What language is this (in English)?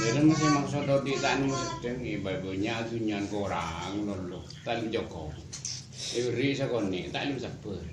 Madurese